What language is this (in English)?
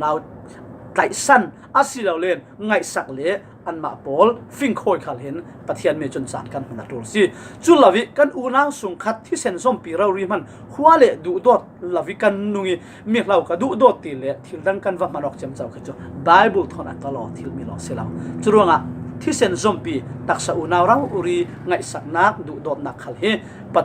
Falam Chin